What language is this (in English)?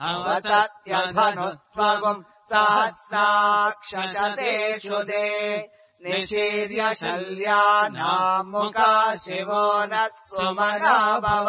Sanskrit